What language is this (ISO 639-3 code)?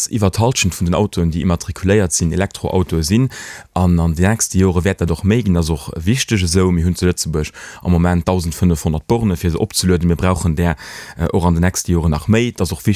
ltz